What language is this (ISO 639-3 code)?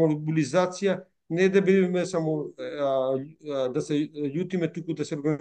mkd